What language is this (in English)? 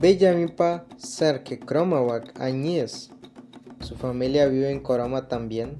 Bribri